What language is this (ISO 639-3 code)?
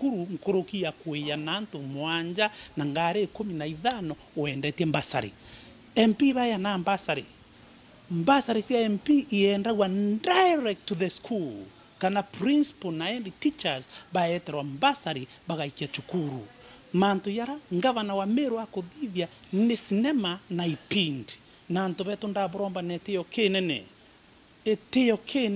mer